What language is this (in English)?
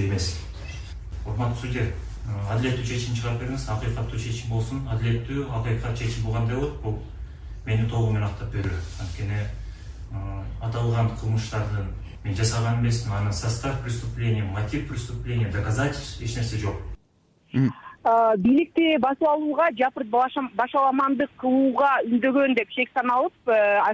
Kyrgyz